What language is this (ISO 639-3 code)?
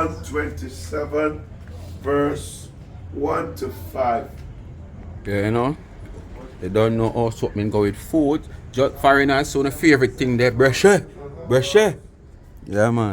jam